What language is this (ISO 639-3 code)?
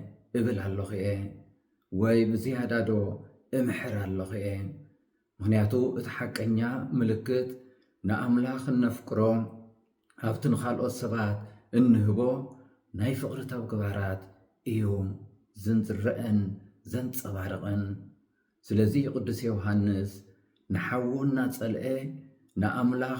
tir